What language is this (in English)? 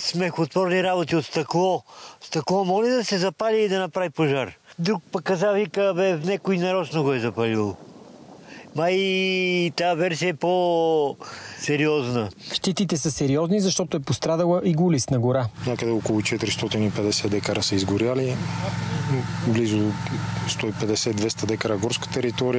Bulgarian